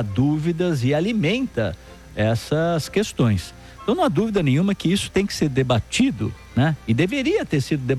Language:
Portuguese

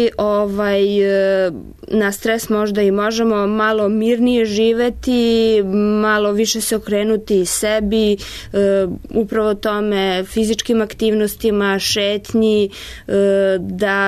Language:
Serbian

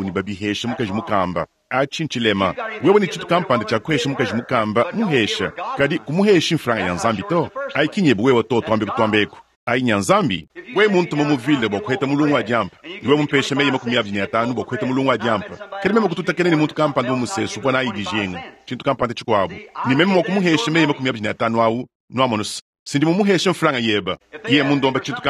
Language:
Luba-Lulua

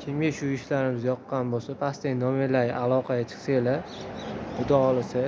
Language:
Uzbek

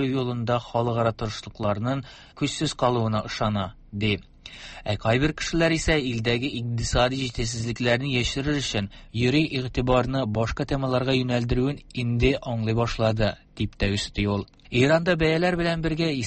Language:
Tatar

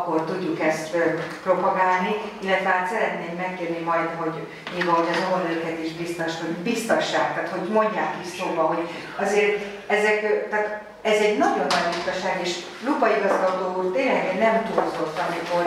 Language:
Hungarian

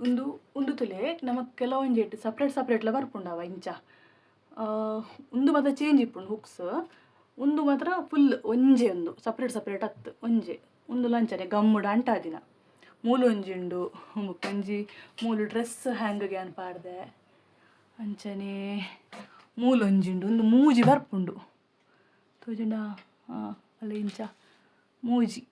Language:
Tulu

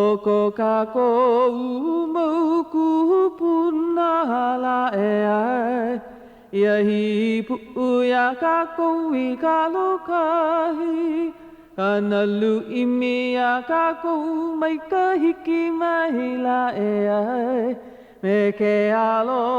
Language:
Hawaiian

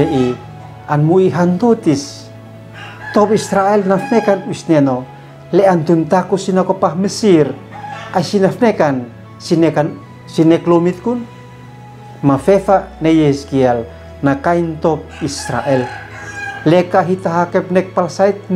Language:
Uab Meto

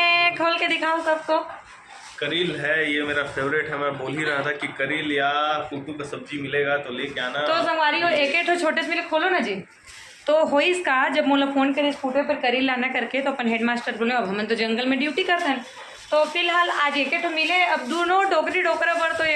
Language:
Chhattisgarhi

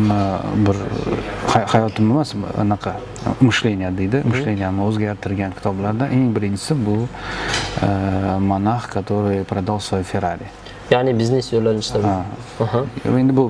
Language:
Uzbek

